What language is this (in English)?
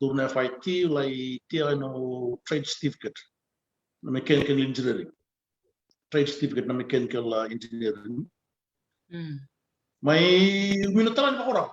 Fijian